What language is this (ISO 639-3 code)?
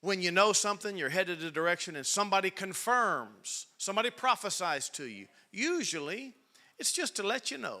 eng